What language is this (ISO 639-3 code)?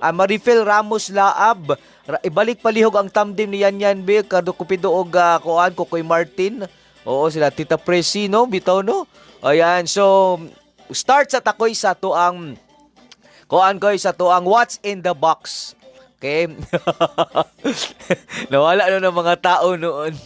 ceb